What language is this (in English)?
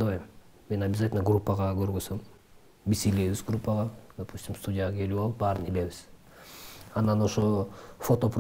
Kyrgyz